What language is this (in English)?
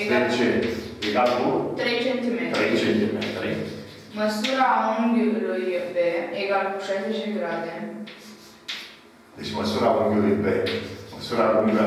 Romanian